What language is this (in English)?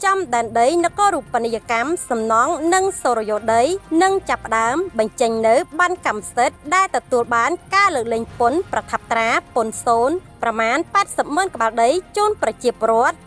Khmer